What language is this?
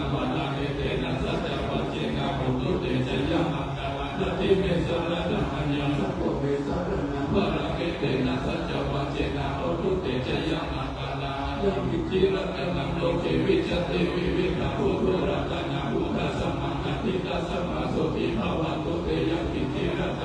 Pali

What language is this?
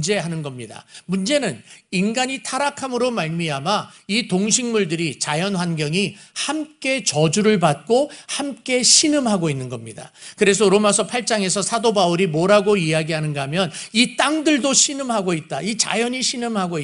Korean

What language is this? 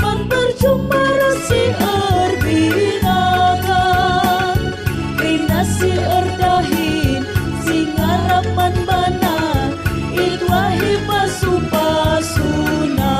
Batak Karo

